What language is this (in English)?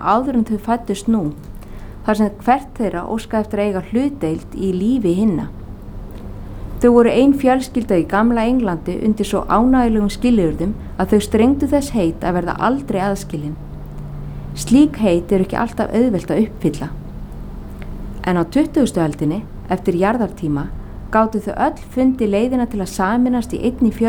Icelandic